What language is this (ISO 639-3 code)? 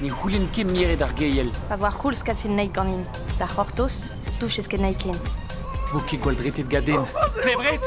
bre